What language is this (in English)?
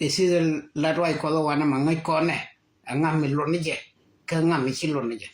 Nuer